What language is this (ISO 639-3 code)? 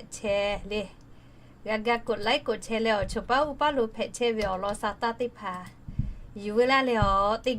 lhu